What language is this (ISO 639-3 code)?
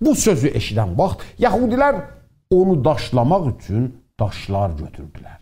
azb